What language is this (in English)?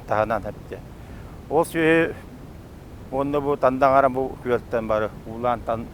Yakut